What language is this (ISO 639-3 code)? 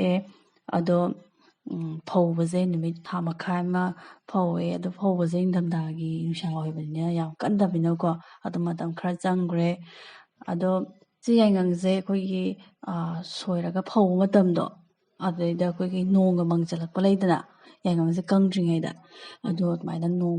mni